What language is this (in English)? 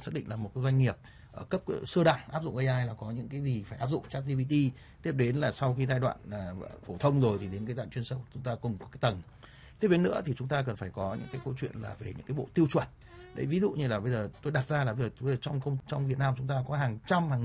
Vietnamese